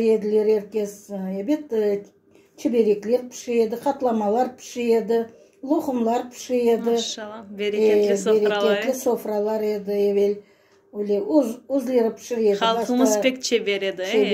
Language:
Crimean Tatar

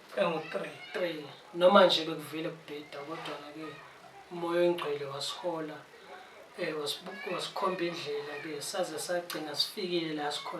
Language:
Zulu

